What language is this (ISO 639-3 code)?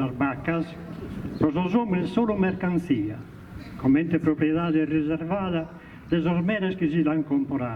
srd